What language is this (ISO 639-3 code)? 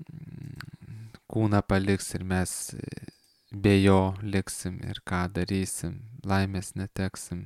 lit